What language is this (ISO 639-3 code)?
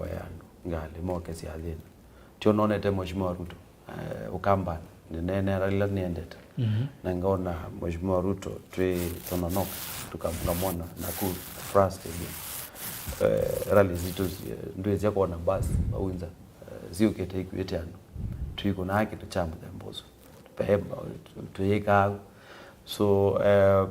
kam